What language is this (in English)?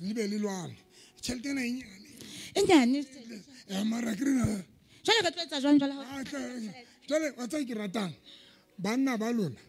Southern Sotho